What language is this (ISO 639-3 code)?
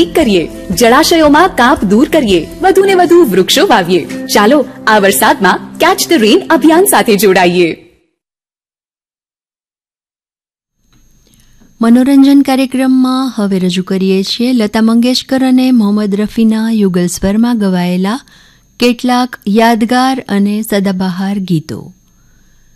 guj